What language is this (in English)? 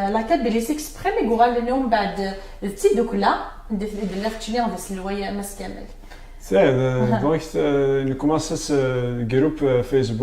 Kabyle